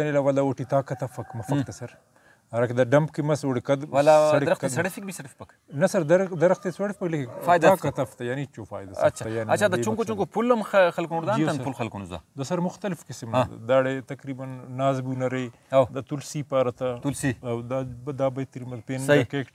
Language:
Brahui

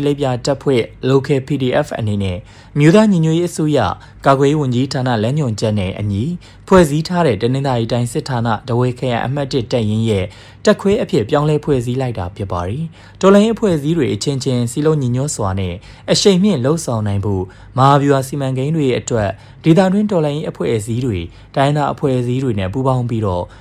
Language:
Burmese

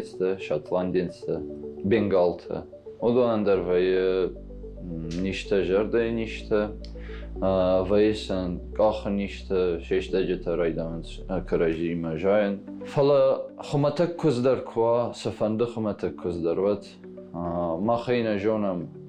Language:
Ossetic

